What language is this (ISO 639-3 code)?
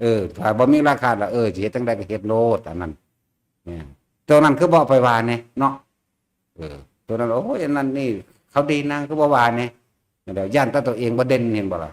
tts